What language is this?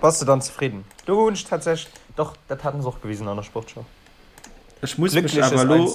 Luxembourgish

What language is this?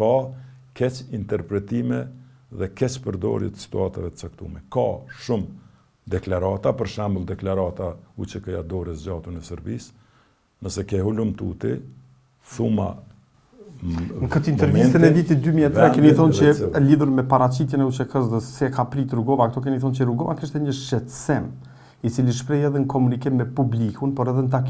Albanian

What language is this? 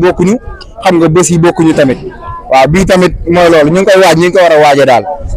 Wolof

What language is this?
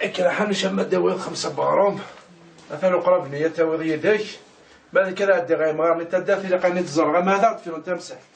Kabyle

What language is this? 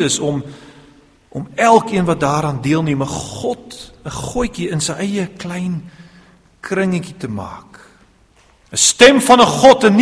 Afrikaans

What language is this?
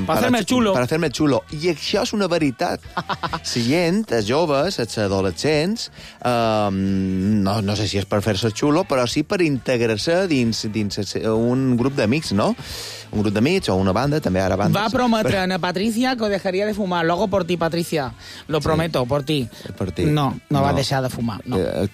Catalan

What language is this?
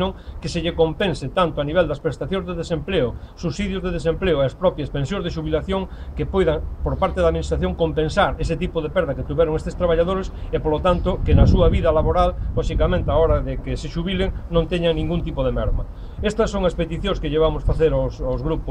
Galician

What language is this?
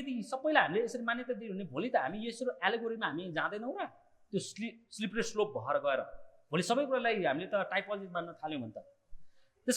Nepali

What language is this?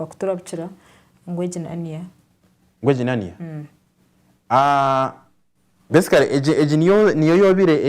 Nyankole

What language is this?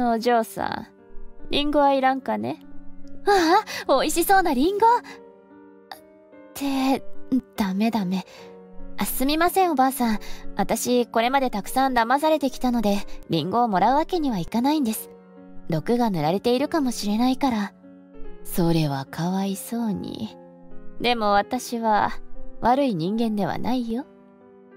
Japanese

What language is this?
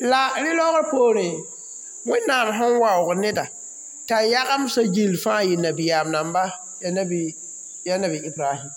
Mossi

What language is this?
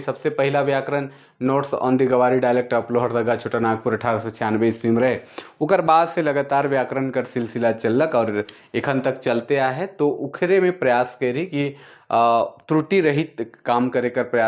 Sadri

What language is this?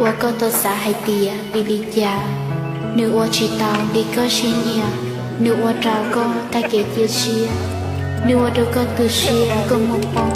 Hmong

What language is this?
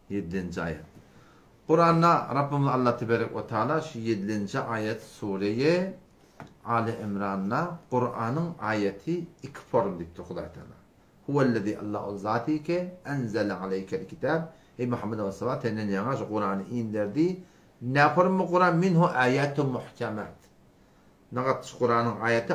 Turkmen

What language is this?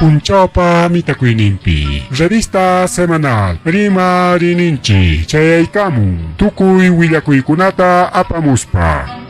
Ayacucho Quechua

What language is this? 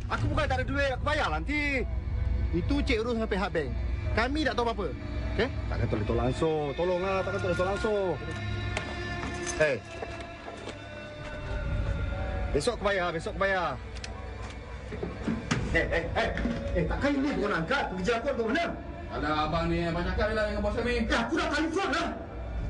Malay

